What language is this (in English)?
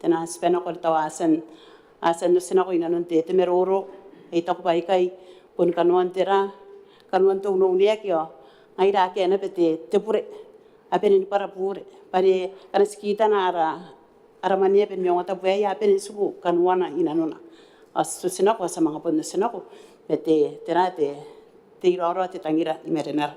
Gilbertese